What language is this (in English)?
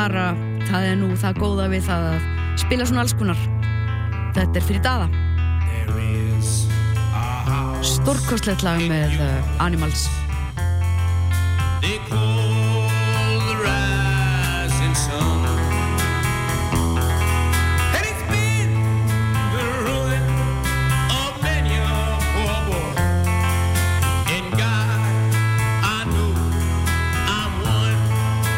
Icelandic